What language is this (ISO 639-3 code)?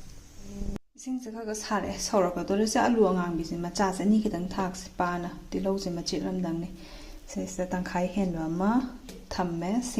mni